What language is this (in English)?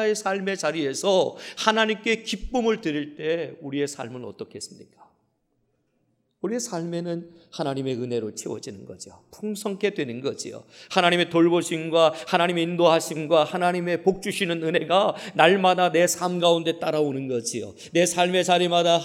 Korean